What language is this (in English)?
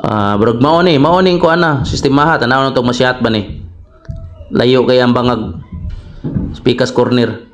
Cebuano